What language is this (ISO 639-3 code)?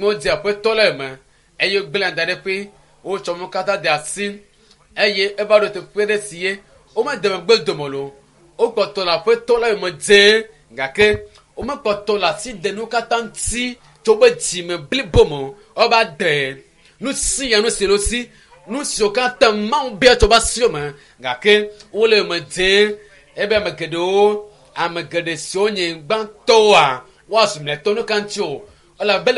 ewe